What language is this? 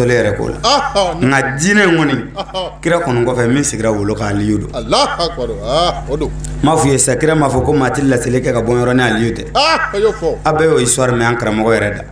Bambara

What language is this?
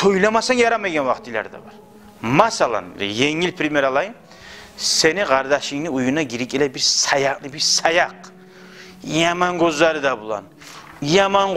Kumyk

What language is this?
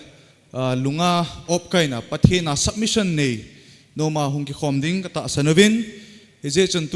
Thado Chin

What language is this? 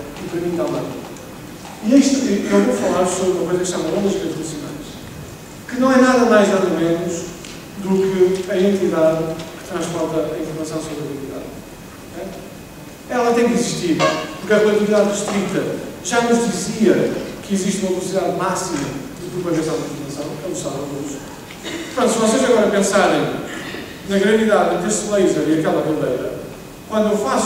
Portuguese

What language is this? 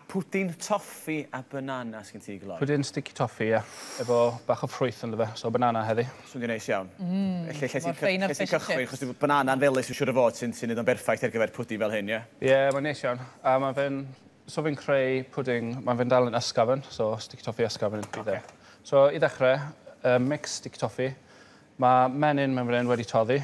Welsh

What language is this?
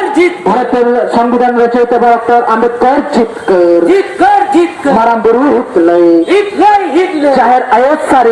Santali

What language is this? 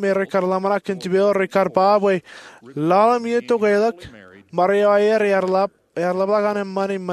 Marshallese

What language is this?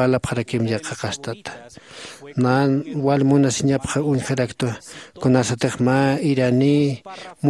Aymara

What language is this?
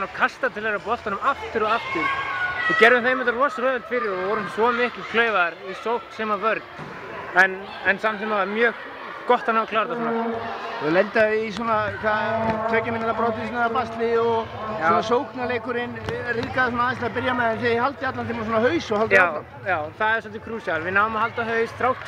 Icelandic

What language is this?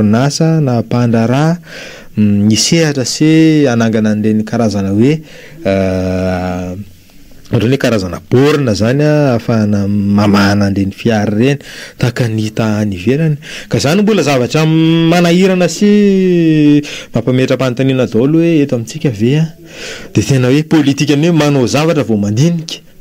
Malagasy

